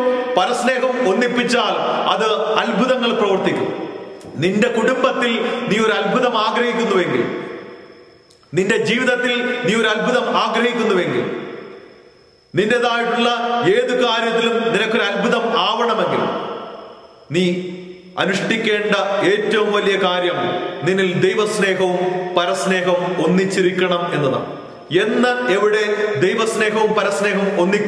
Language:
Malayalam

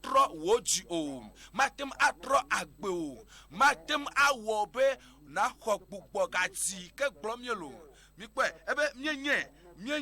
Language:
Ewe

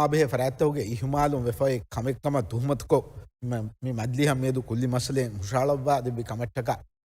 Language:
Divehi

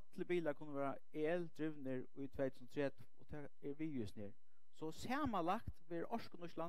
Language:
Faroese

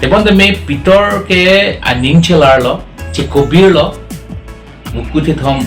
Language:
Karbi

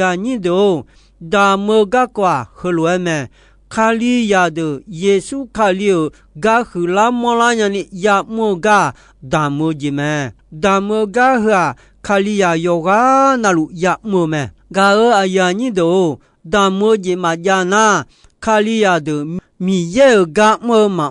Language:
Akha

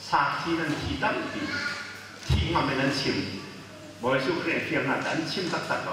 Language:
Hakha Chin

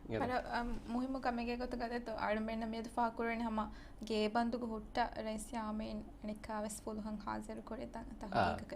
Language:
Divehi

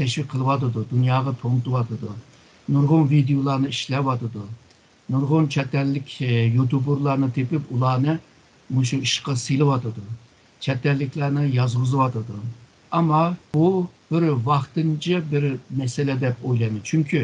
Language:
Uyghur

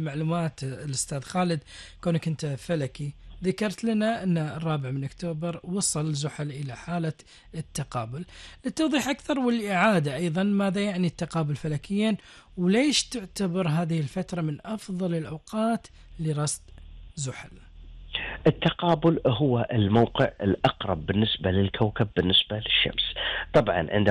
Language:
Gulf Arabic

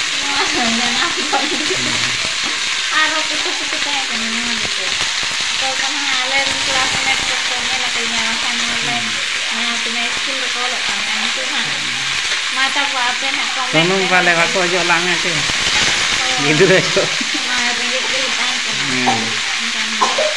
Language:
Santali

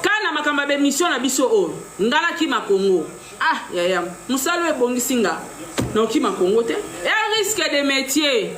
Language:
Lingala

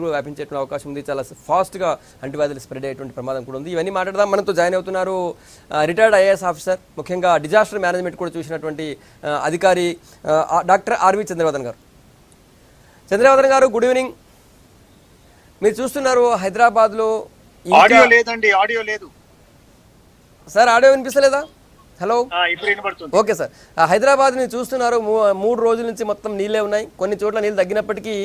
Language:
Telugu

